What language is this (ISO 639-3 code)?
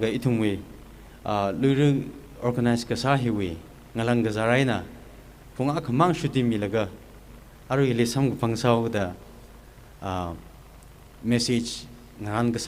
nmf